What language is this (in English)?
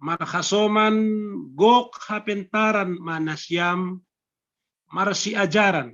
Batak Simalungun